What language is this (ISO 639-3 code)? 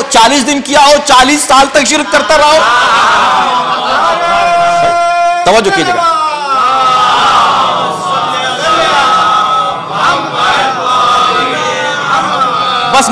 urd